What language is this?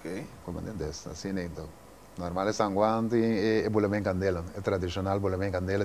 Papiamento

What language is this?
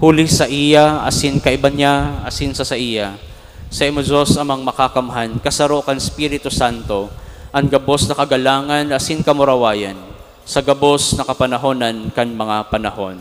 Bikol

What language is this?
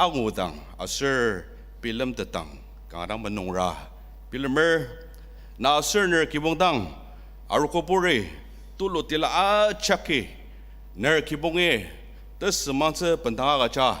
Ao Naga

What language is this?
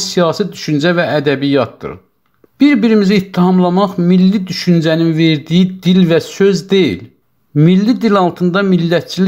South Azerbaijani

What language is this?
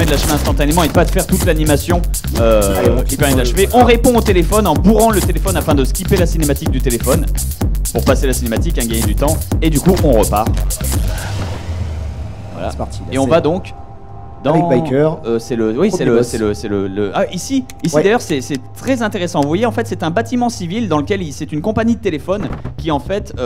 French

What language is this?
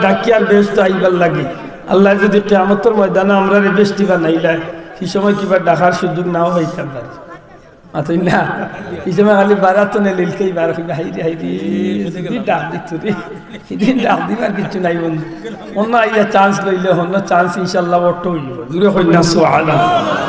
Sylheti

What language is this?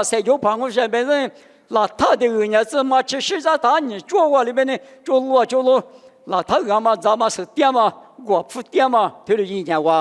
Lisu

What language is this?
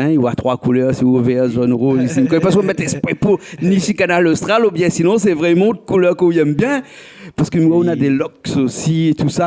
Réunion Creole French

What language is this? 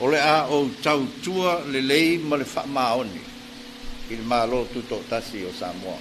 Samoan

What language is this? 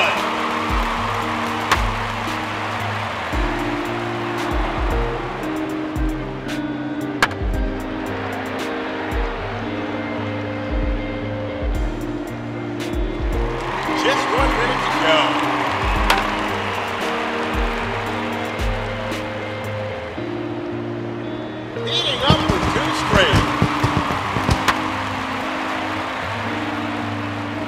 English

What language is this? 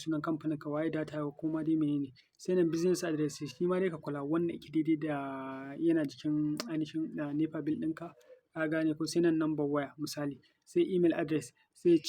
Hausa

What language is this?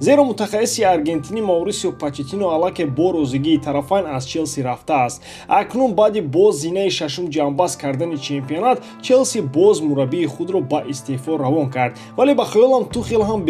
Tajik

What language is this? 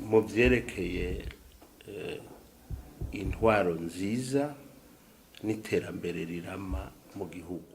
Rundi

